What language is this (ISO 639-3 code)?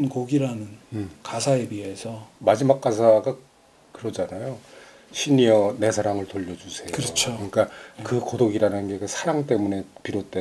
kor